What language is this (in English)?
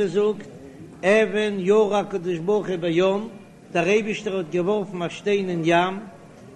Yiddish